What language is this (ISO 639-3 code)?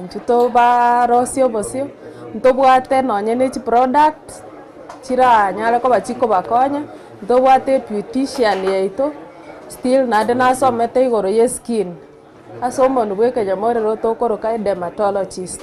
guz